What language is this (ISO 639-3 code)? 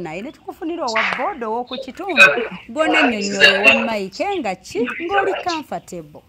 lug